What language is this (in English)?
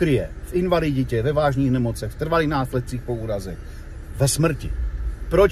Czech